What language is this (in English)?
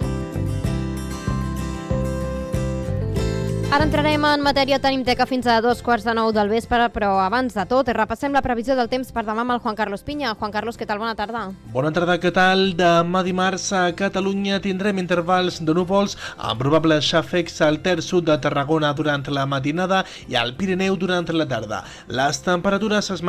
Catalan